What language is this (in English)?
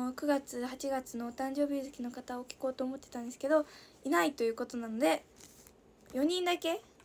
Japanese